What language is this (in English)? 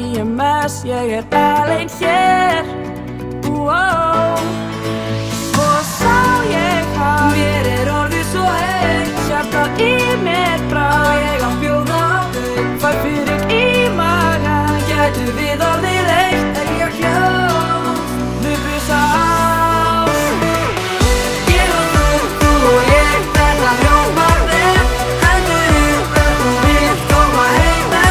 Icelandic